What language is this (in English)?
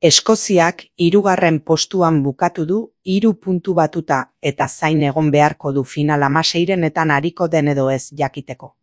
Basque